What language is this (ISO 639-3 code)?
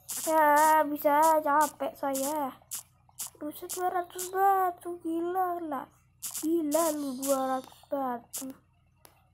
ind